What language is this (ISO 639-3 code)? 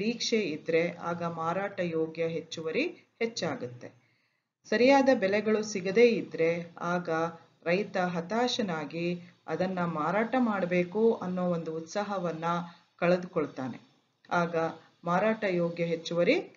kan